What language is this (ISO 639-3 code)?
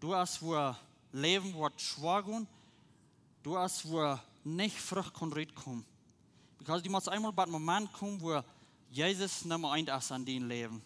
pdt